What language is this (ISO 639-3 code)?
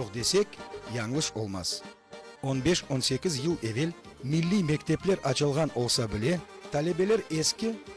crh